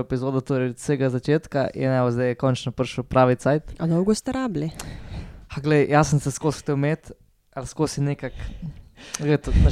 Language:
Slovenian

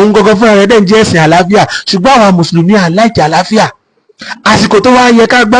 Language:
Yoruba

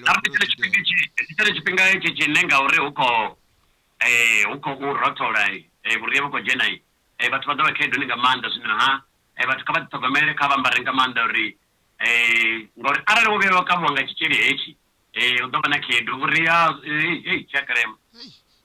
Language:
Venda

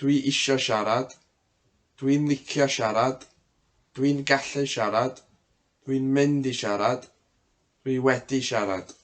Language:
Welsh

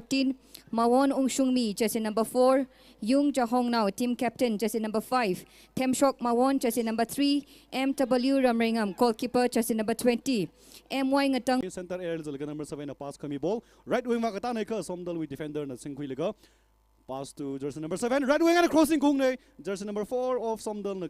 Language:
Tangkhul Naga (India)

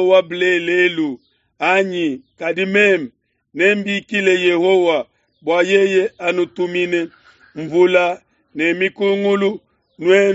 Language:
Luba-Lulua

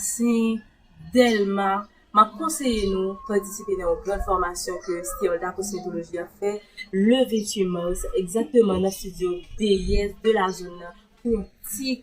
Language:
Haitian Creole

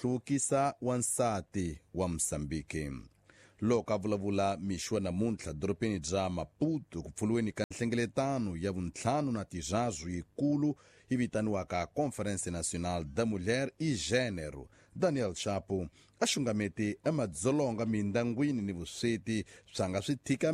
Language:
Tsonga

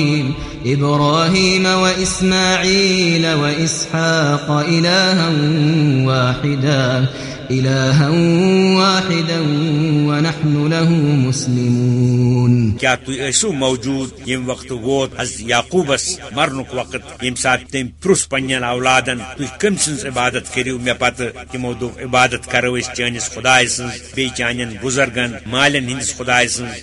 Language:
Kashmiri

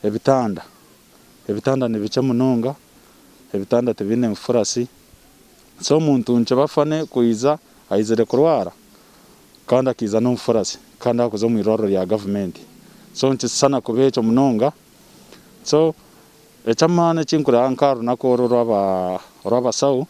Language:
Nyankole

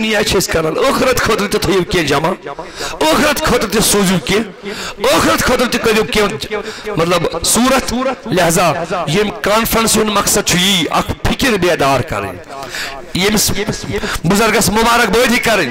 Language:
Kashmiri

